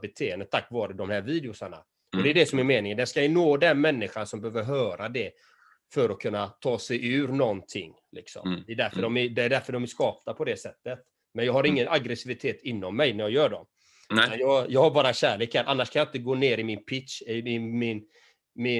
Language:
Swedish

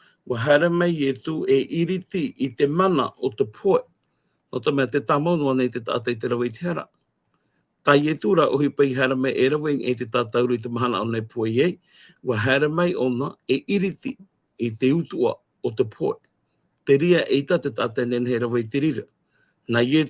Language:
Tahitian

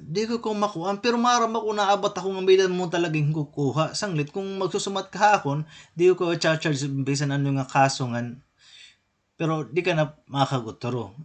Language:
Waray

